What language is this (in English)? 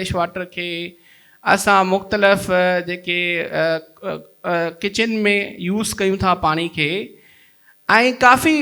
Sindhi